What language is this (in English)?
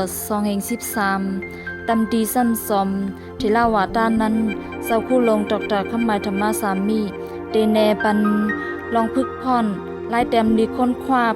Shan